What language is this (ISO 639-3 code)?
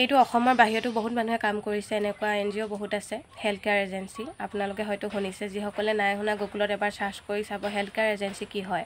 asm